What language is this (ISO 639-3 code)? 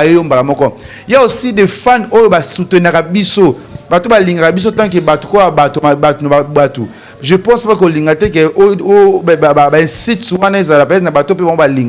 lin